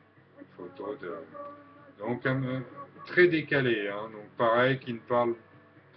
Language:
French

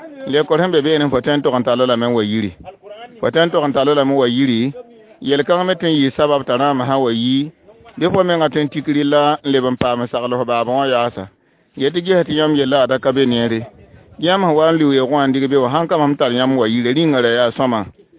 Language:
Mossi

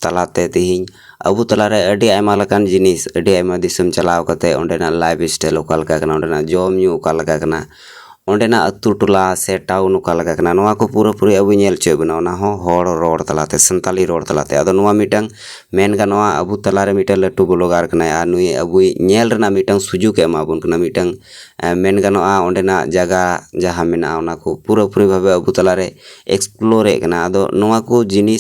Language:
Santali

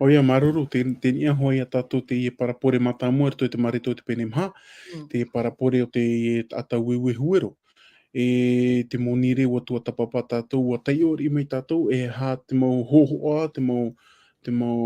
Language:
Tahitian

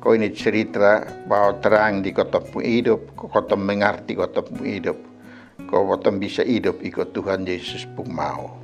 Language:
Kupang Malay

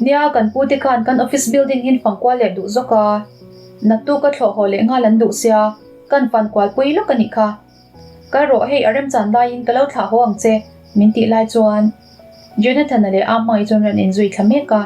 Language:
Mizo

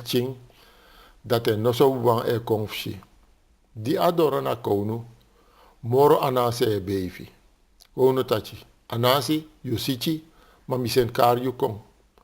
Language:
Sranan Tongo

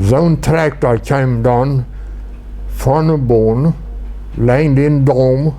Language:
Plautdietsch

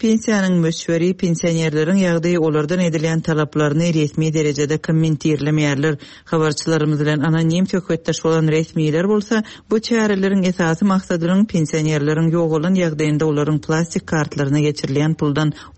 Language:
Turkmen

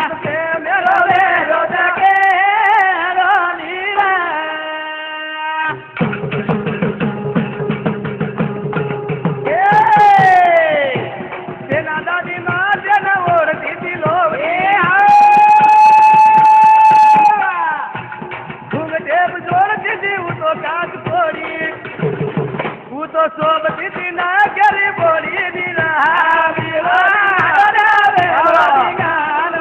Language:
Lambadi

